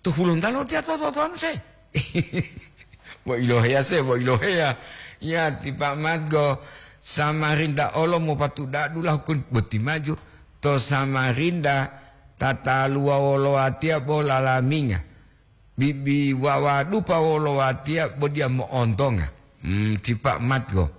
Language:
Gorontalo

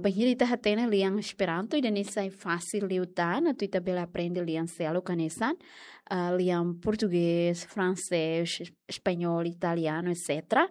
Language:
Tetum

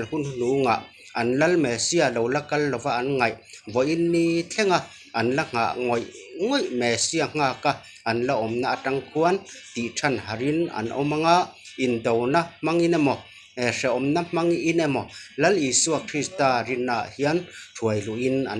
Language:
Mizo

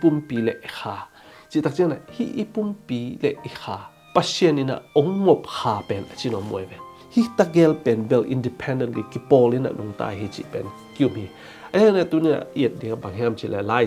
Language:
Tedim Chin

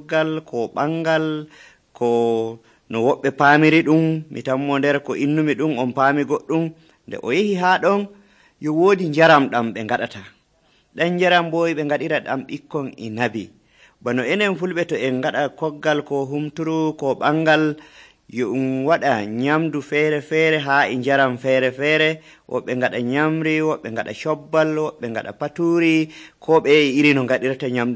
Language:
Nigerian Fulfulde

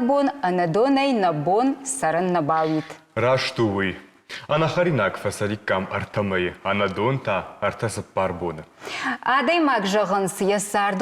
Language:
Ossetic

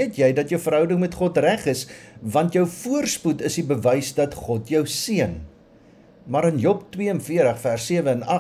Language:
Afrikaans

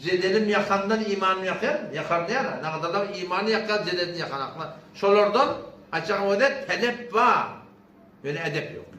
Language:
Turkmen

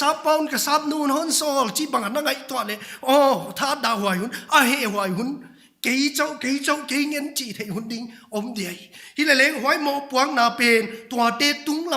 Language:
Paite Chin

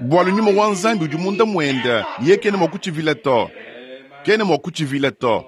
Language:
Luba-Lulua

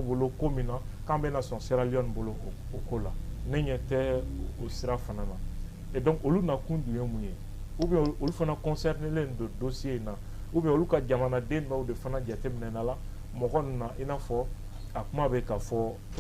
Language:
Bambara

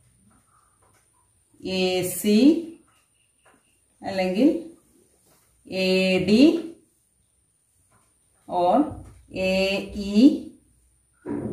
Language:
Malayalam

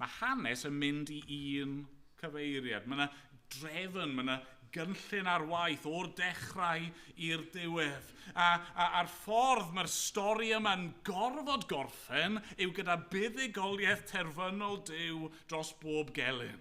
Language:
Welsh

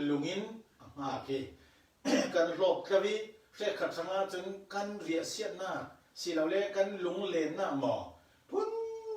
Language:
Falam Chin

